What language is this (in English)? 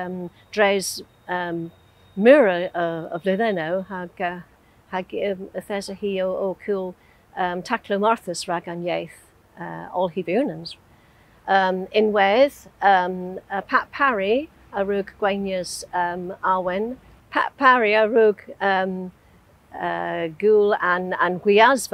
Cornish